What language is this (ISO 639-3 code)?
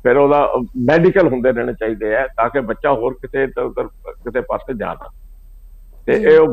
pan